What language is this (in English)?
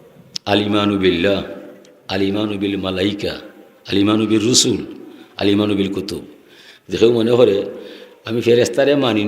Sylheti